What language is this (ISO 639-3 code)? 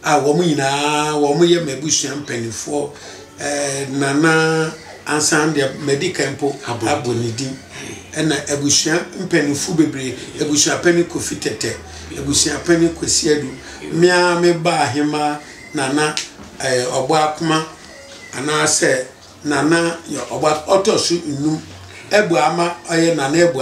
aka